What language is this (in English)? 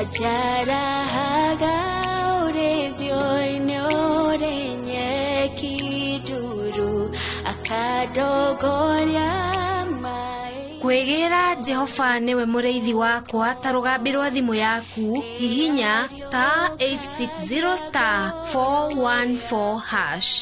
Kikuyu